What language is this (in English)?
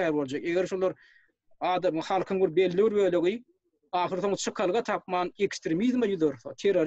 Turkmen